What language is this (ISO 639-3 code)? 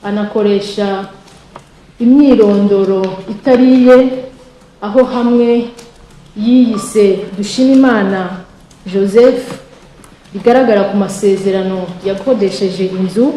kin